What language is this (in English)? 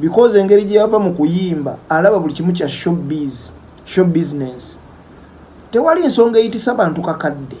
Ganda